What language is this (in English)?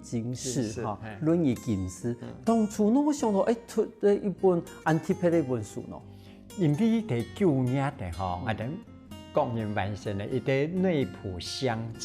Hakka Chinese